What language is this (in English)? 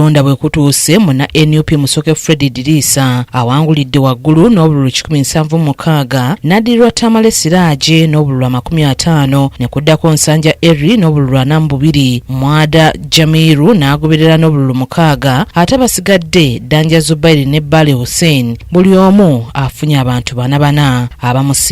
Ganda